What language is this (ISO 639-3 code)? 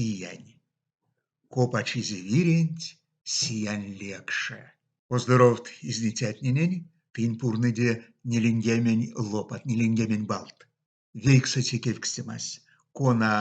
myv